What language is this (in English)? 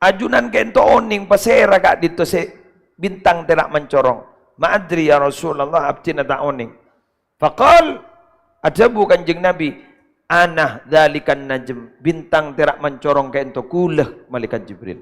Madurese